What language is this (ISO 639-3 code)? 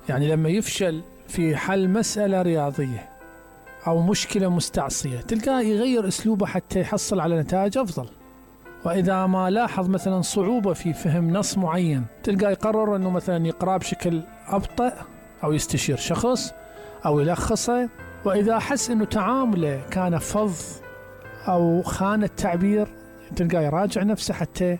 acm